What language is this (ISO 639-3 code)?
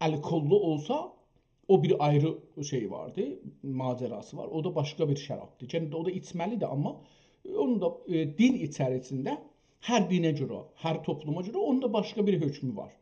azb